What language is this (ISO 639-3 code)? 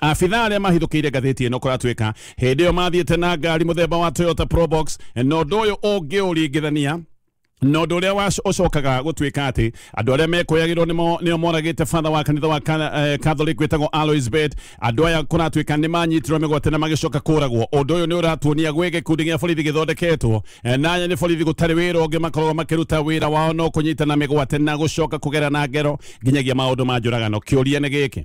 kik